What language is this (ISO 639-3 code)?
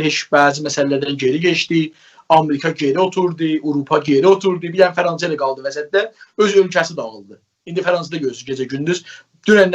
azb